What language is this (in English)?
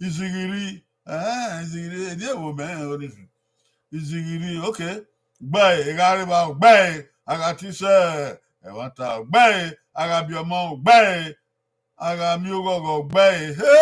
Bini